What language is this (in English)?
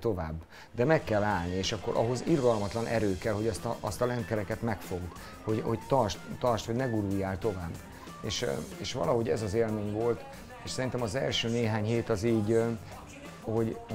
Hungarian